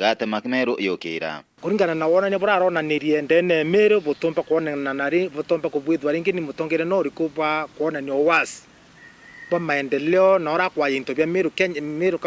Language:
Meru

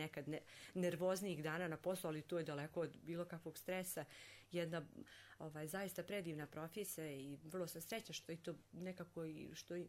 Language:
Croatian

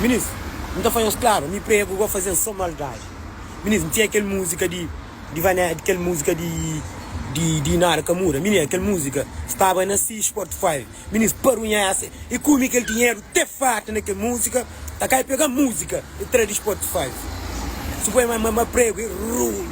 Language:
Kabuverdianu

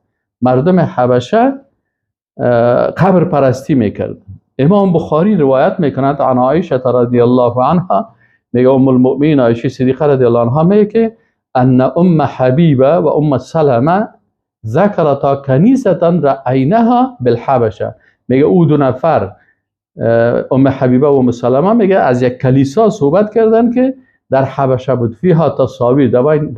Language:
Persian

